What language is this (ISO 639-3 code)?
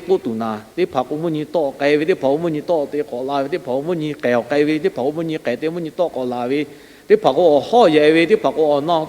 lhu